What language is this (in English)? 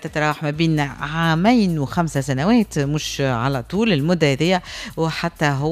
Tunisian Arabic